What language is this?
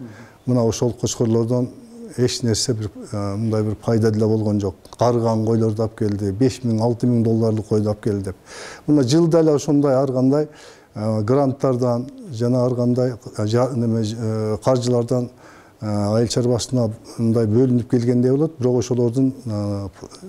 Kyrgyz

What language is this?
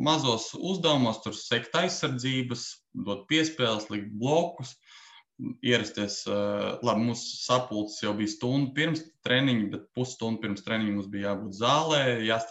Latvian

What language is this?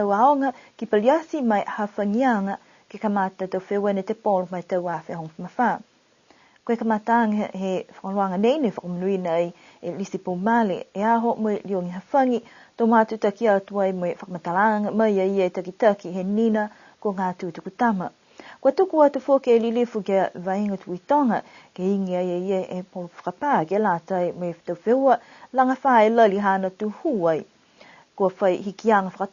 Niuean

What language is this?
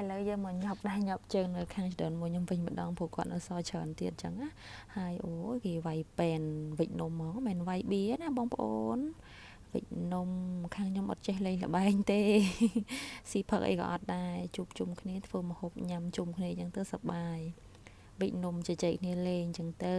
Khmer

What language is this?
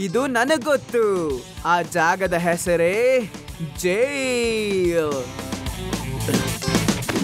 Kannada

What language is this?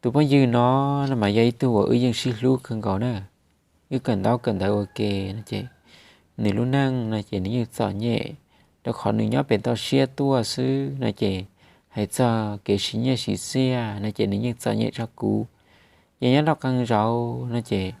Hmong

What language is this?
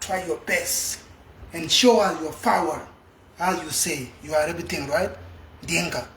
Nuer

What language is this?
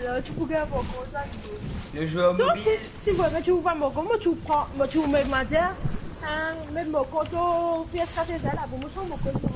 Morisyen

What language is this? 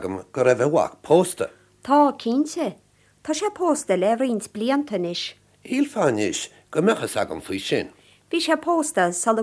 Irish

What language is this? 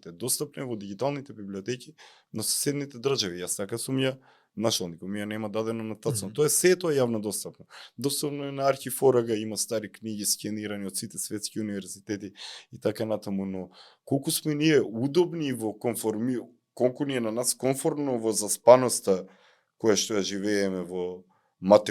Macedonian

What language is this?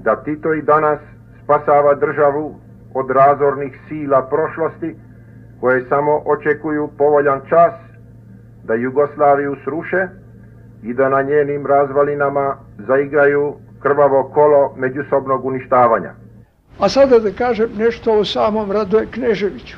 Serbian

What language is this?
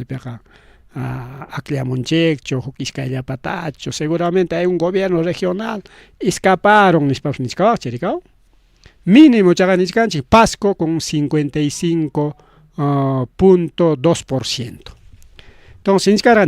Ayacucho Quechua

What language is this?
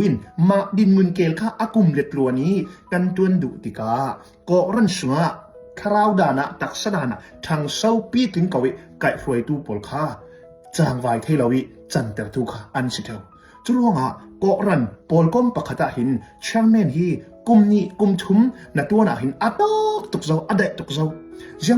Hakha Chin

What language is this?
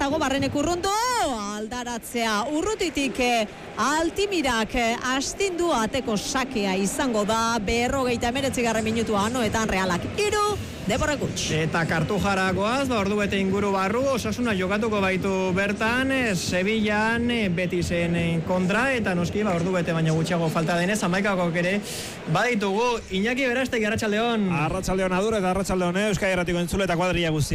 Basque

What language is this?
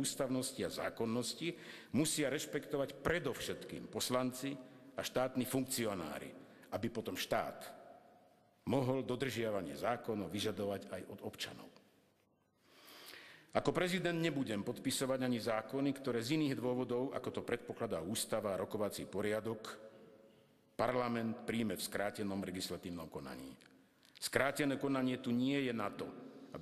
Slovak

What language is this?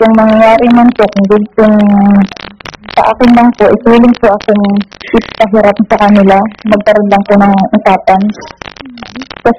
Filipino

